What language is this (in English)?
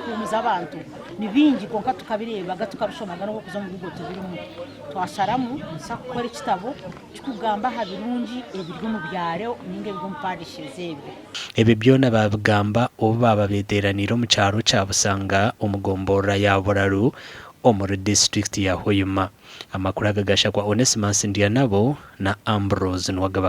Nyankole